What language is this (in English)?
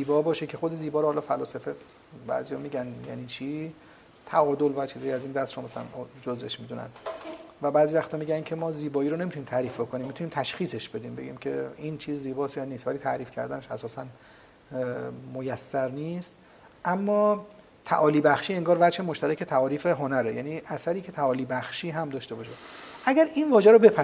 Persian